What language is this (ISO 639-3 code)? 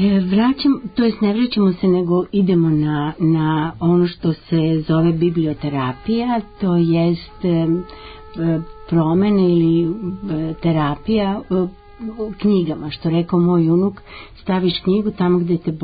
srp